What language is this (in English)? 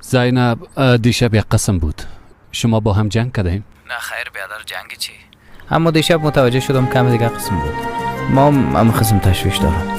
Persian